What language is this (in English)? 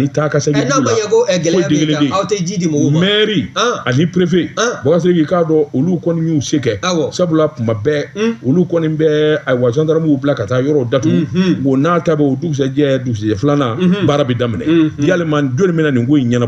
Bambara